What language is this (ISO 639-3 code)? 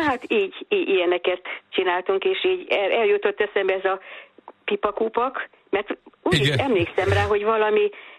hun